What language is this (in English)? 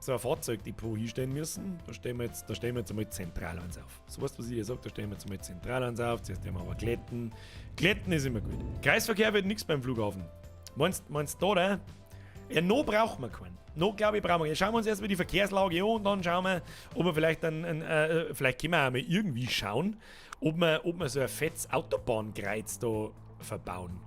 Bavarian